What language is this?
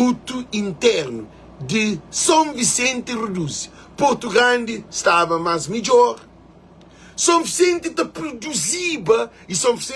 Kabuverdianu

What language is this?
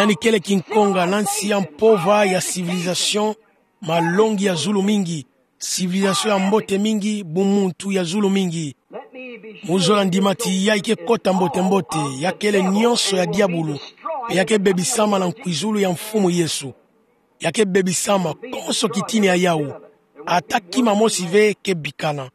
Kituba (Democratic Republic of Congo)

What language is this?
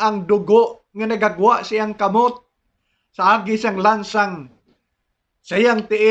Hiligaynon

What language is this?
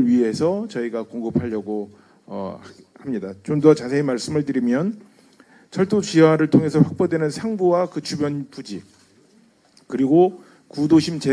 Korean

